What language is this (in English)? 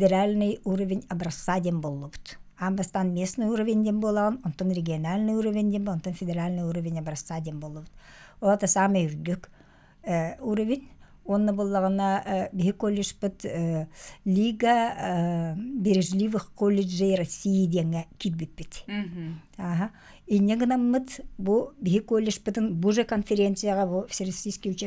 Yakut